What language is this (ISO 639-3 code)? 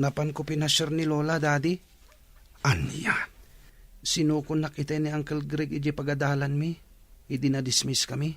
ilo